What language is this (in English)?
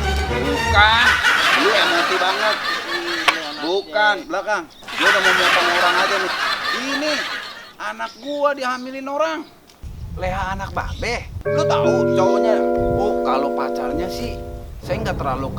Betawi